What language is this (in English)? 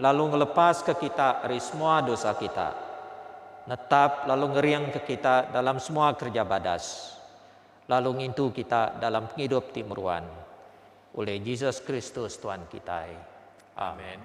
Iban